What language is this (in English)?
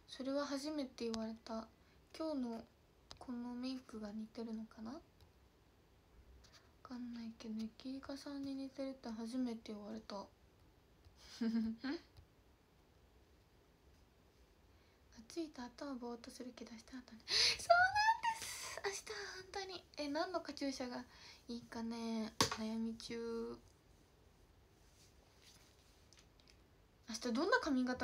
Japanese